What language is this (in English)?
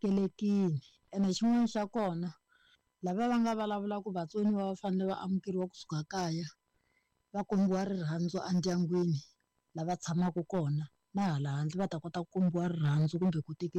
Tsonga